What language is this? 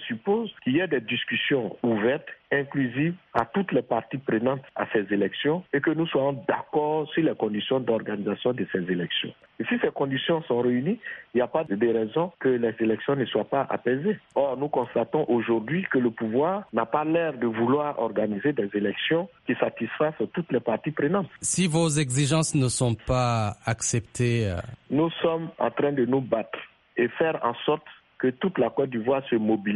French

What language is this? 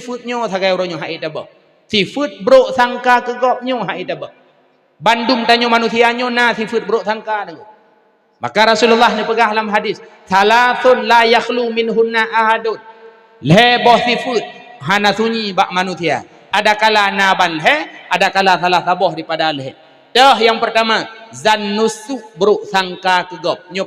Achinese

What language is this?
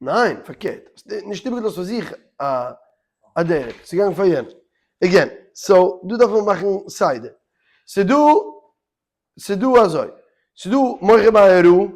Yiddish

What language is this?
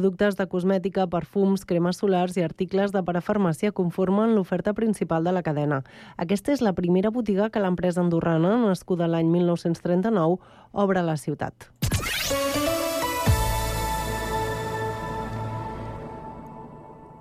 Catalan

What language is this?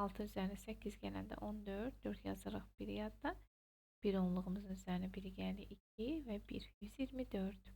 Azerbaijani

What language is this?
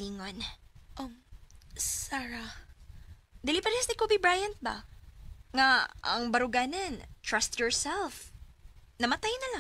Cebuano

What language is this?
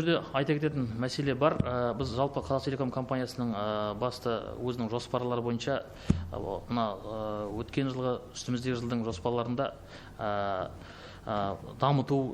Kazakh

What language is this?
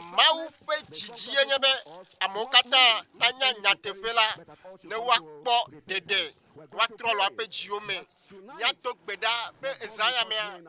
Ewe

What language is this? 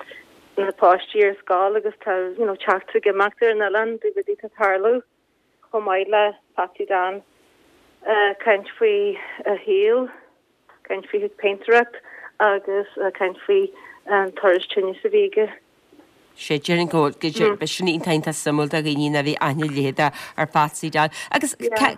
Irish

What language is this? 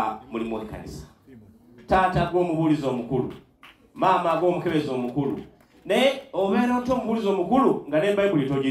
Ganda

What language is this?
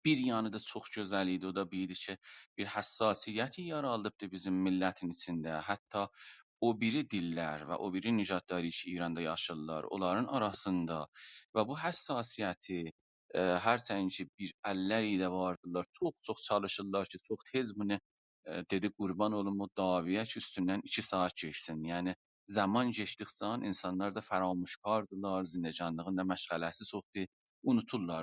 South Azerbaijani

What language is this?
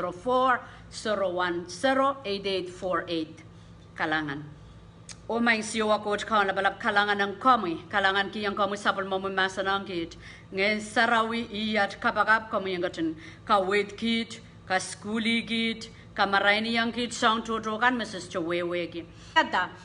Pohnpeian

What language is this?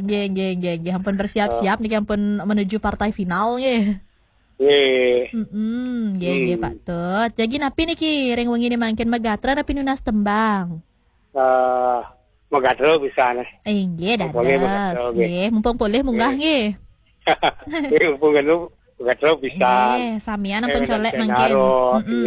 Balinese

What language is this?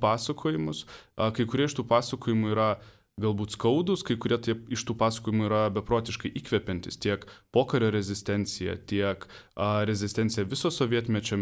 Lithuanian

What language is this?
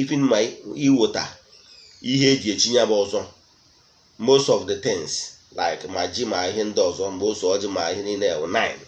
Igbo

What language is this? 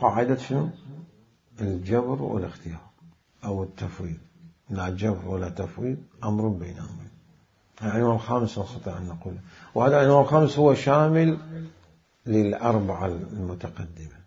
Mesopotamian Arabic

